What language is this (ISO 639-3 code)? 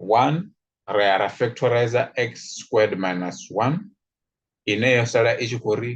ven